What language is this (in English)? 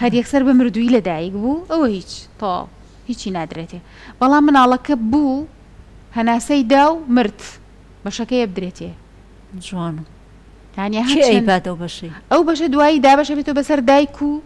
Central Kurdish